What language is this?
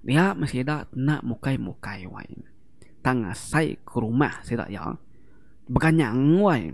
Iban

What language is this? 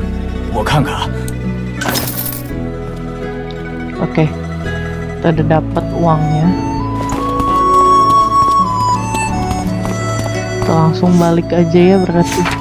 Indonesian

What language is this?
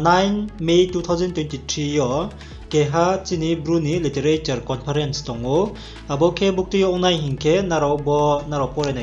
Riang (India)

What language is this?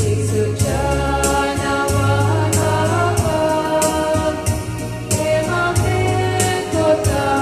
Konkani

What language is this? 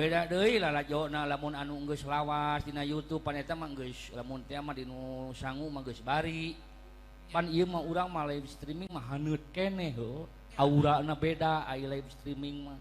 Sundanese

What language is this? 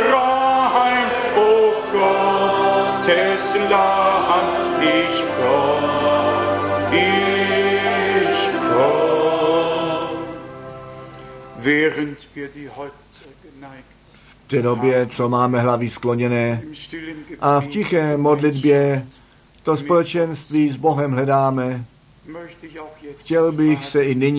Czech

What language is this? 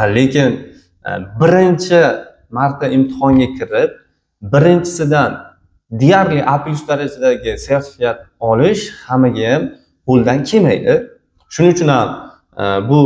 Uzbek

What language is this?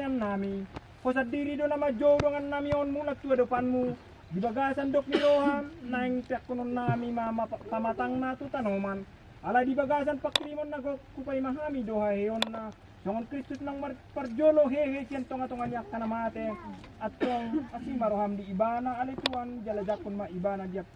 Batak Toba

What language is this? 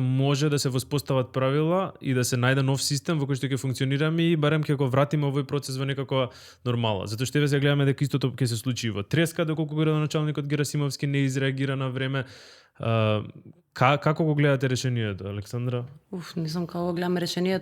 Macedonian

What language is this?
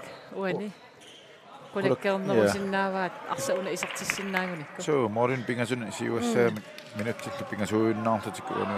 Kalaallisut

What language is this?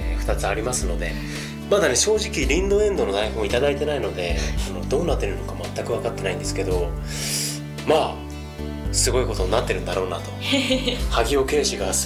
Japanese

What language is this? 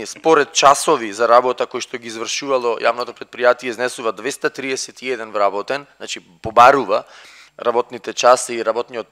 Macedonian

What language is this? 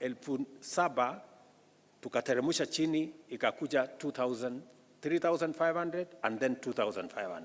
Gusii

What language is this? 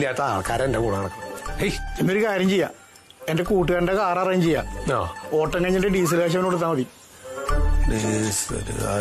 Malayalam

